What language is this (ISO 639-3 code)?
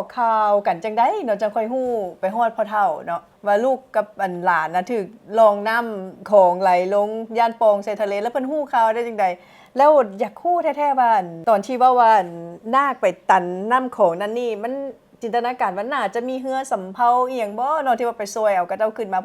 lao